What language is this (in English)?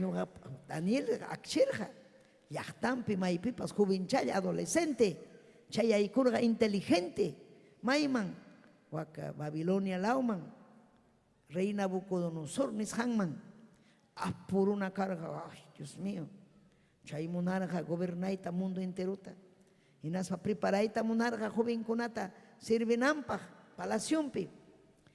Ayacucho Quechua